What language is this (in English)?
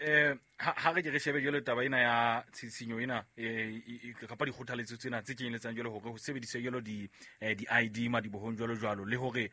Southern Sotho